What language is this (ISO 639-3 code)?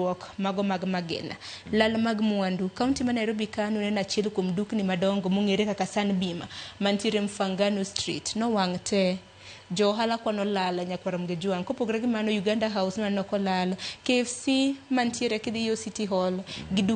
luo